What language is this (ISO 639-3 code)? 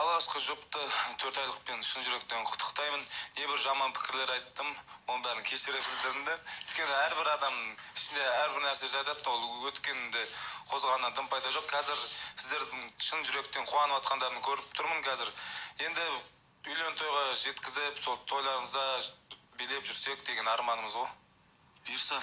kaz